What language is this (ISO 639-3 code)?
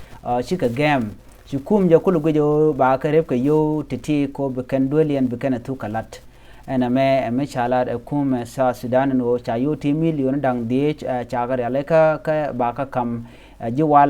nus